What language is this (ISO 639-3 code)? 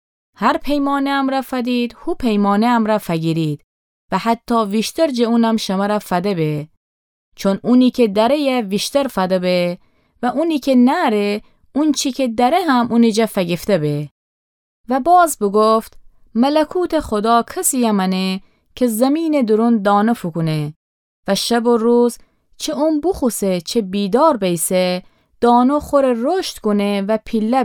glk